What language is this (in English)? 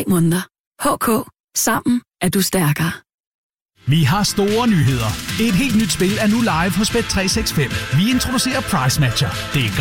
Danish